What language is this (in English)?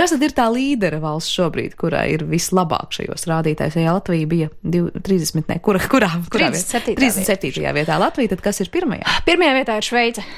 Latvian